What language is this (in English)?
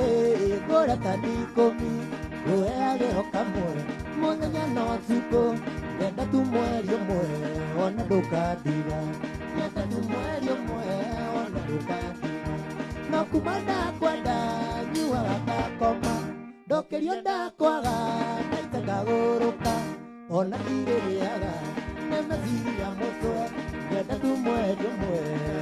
Kikuyu